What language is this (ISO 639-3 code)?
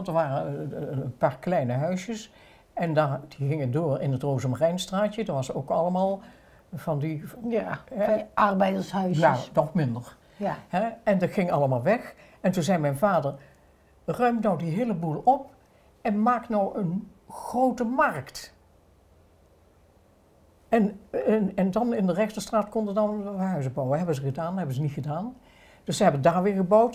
nld